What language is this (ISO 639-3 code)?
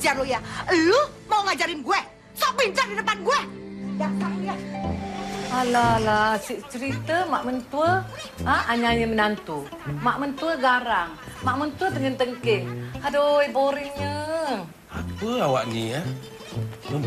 msa